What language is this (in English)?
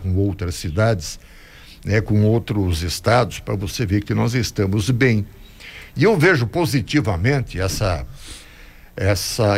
Portuguese